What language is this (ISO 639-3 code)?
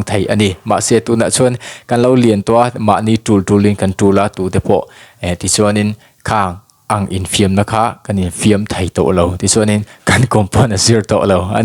lus